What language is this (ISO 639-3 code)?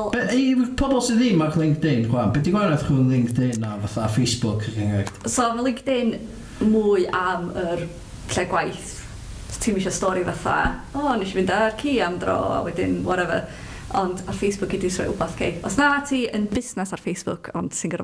cym